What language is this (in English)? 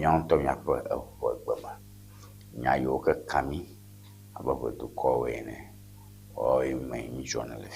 Ewe